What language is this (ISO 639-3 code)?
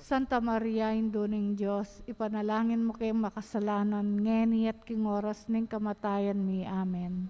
pam